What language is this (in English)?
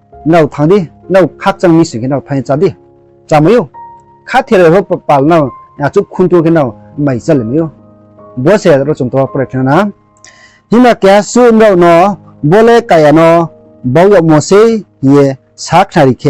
Riang (India)